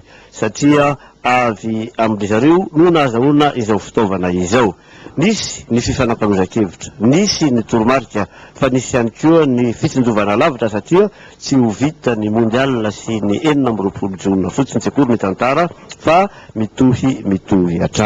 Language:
Malagasy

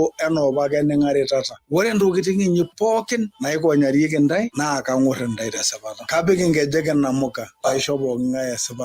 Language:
Masai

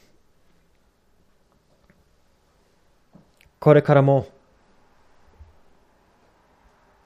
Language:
Japanese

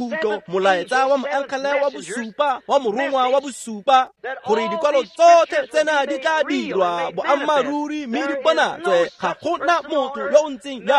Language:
Tswana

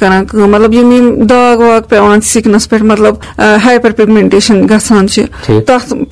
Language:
Kashmiri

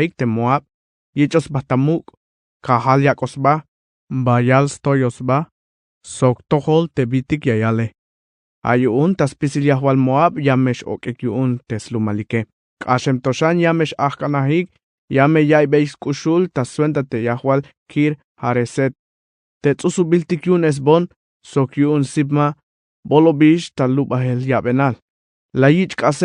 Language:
Tzeltal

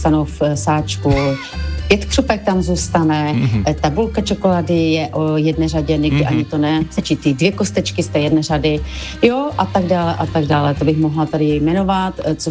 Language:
Czech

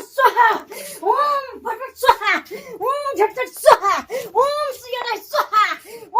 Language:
Maithili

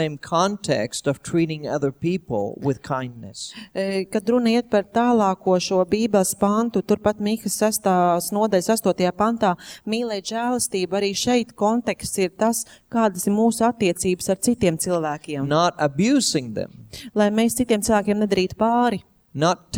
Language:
Latvian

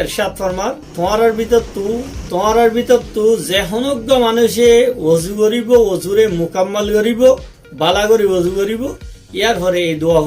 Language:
Rohingya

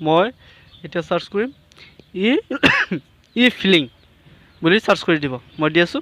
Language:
Assamese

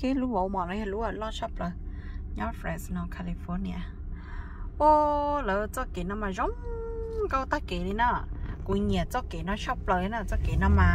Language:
Hmong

